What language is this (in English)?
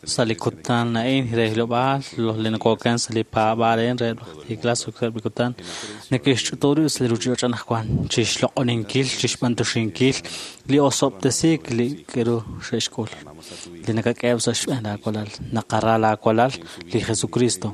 Kekchí